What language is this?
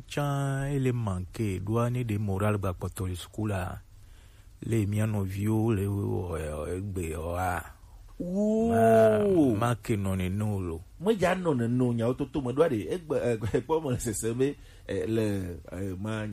Gen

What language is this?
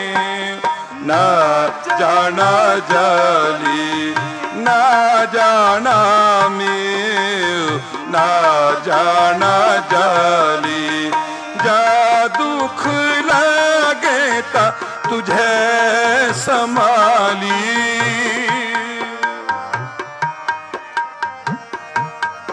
Punjabi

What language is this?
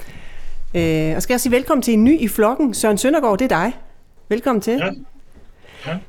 Danish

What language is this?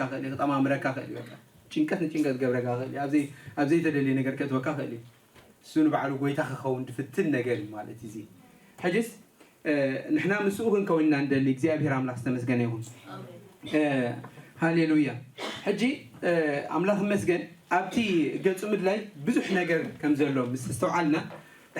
Tigrinya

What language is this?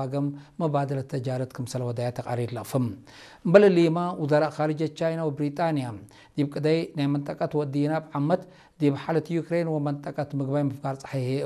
Tigre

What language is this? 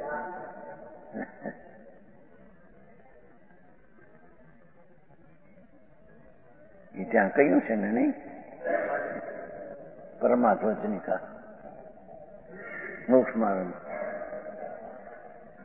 Gujarati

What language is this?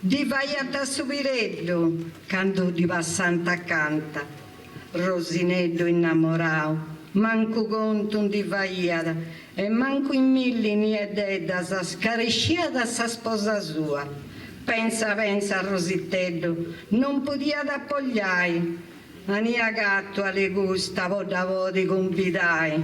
Sardinian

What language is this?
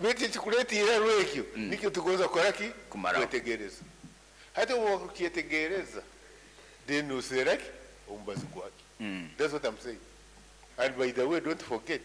Nyoro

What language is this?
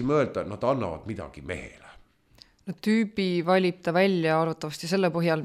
Estonian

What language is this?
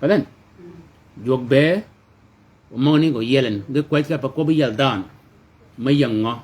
Shilluk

